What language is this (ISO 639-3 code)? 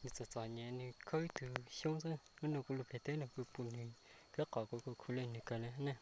hmn